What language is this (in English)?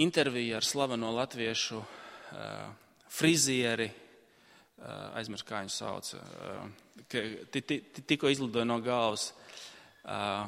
Latvian